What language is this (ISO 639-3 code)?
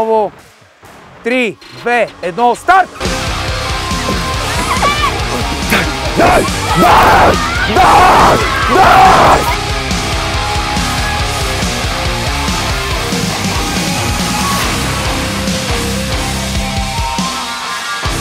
bul